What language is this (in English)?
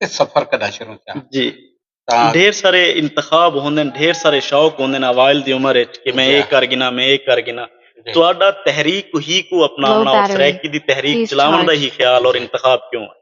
Saraiki